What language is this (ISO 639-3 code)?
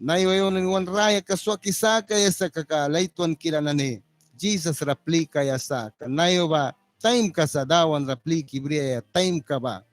miq